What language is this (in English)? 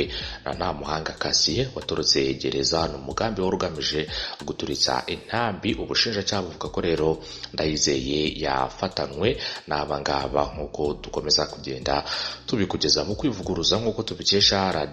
Kinyarwanda